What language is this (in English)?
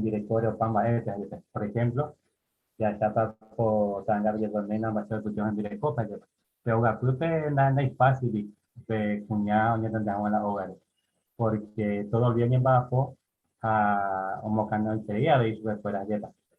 Guarani